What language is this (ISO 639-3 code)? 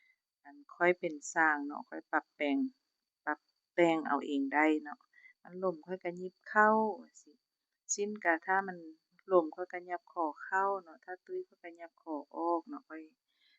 lao